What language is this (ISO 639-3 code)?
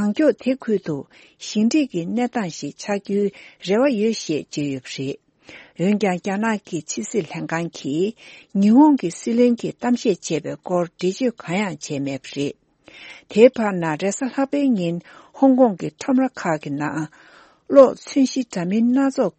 bod